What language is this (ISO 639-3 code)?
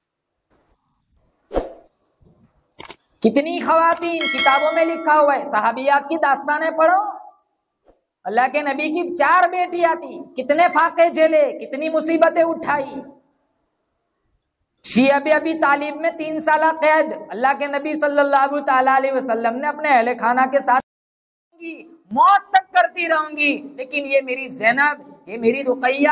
urd